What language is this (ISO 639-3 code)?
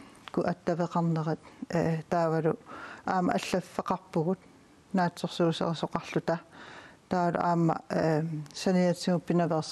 kal